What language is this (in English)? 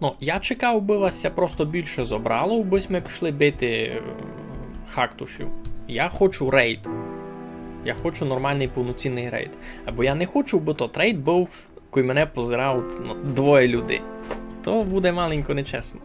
Rusyn